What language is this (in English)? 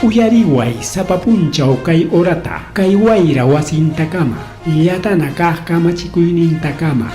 Ayacucho Quechua